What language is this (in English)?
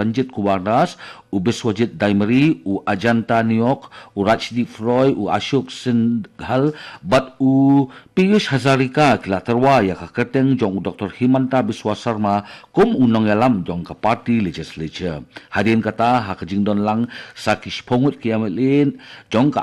Khasi